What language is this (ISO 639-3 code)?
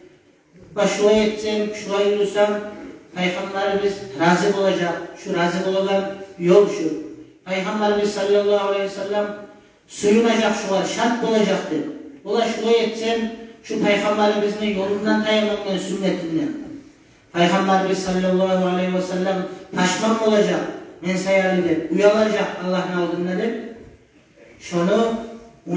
kum